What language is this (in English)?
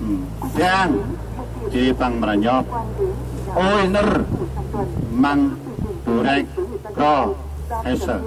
Central Mnong